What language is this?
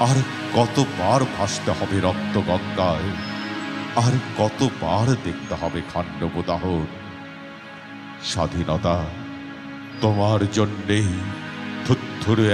Bangla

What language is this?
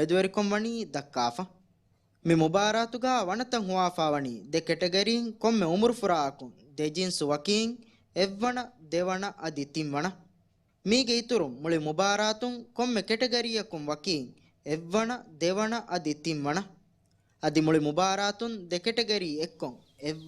Divehi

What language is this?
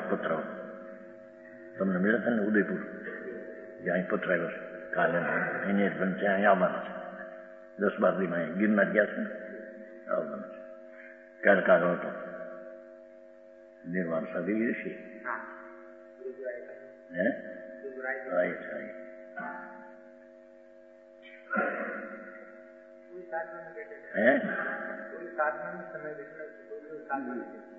Gujarati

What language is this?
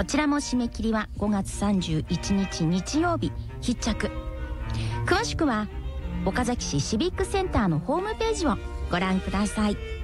Japanese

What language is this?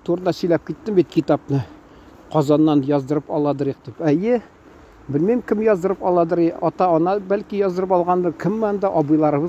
Tatar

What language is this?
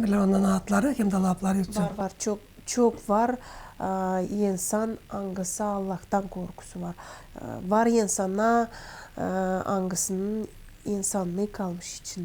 Gagauz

